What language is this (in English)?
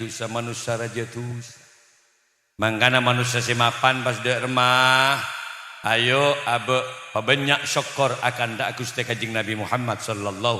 Madurese